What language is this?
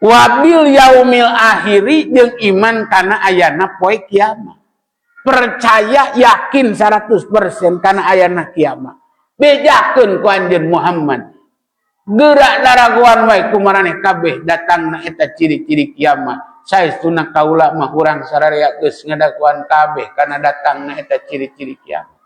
Sundanese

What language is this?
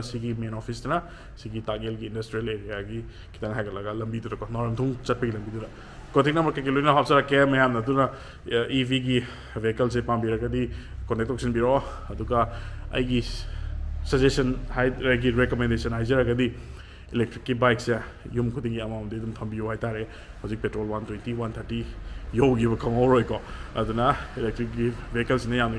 Manipuri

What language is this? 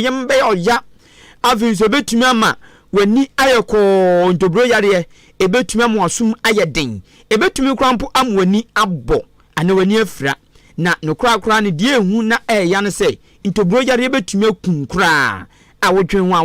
Akan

